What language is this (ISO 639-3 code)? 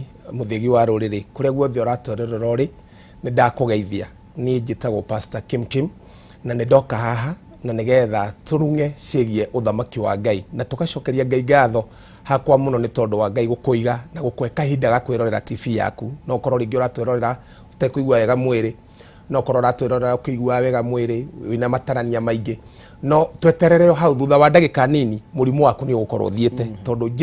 kik